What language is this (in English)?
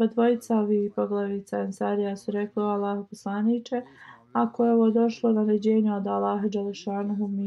Bosnian